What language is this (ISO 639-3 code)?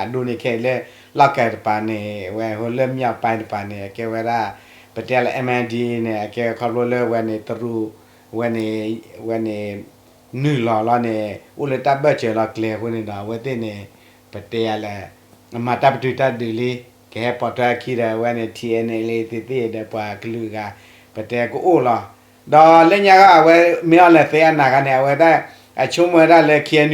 ksw